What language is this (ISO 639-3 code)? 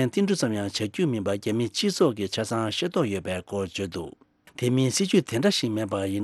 bod